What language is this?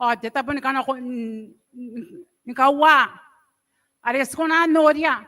Gilbertese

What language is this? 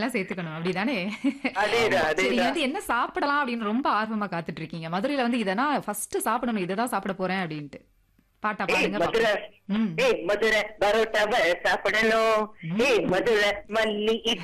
Tamil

